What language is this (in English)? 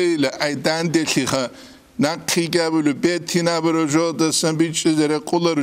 Avaric